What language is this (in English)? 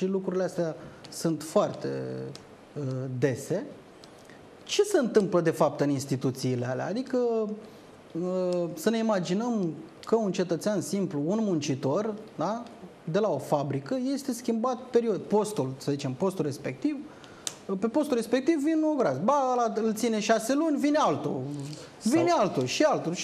Romanian